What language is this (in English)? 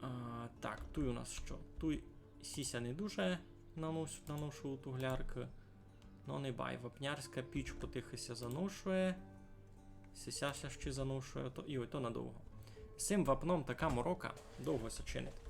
Rusyn